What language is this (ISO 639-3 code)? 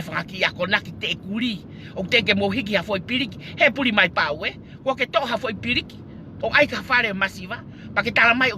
ton